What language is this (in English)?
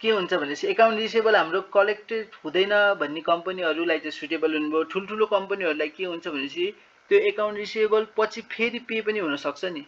Nepali